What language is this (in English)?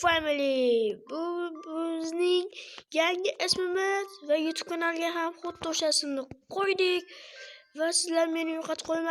Uzbek